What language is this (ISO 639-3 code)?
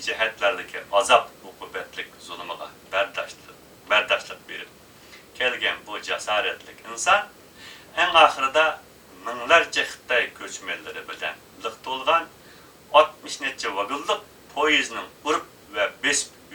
uig